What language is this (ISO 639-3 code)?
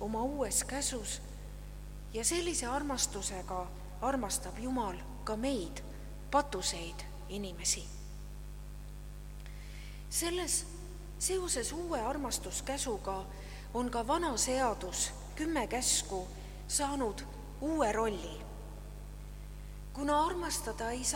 est